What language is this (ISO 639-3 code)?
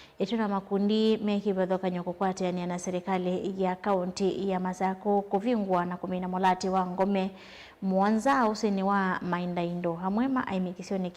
kam